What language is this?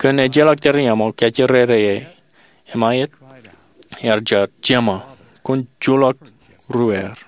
Marshallese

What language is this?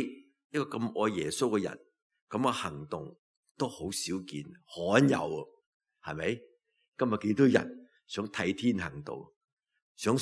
Cantonese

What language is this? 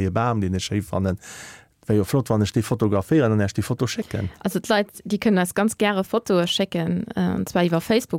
Luxembourgish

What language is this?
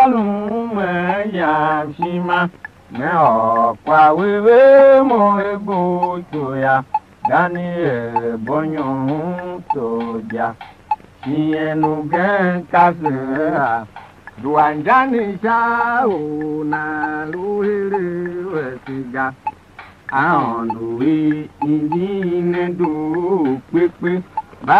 Tiv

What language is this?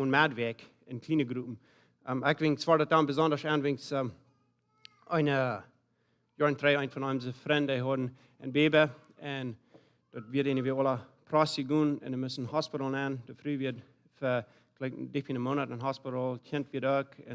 Plautdietsch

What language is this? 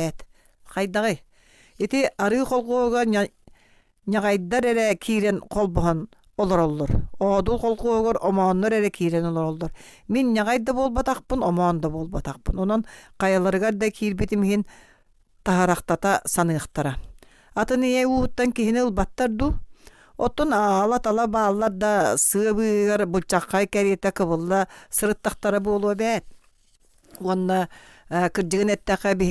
Yakut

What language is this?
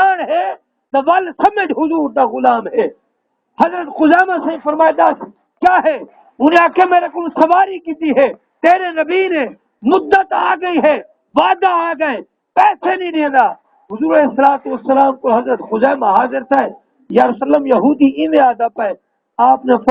Saraiki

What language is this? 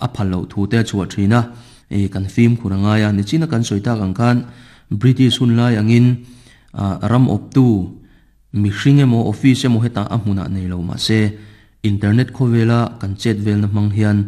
Mizo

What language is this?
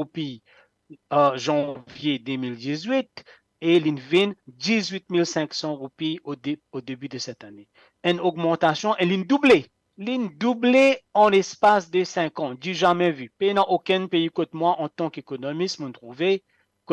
Morisyen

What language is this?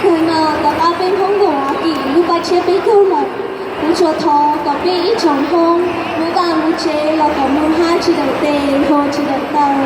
Hmong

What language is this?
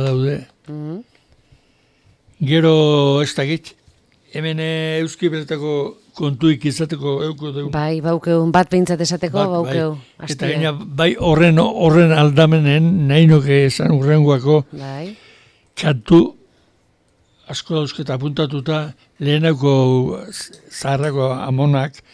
Basque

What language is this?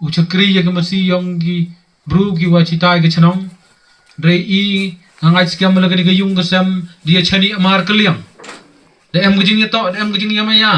Pnar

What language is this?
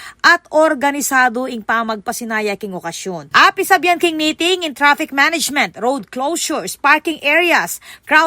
Pampanga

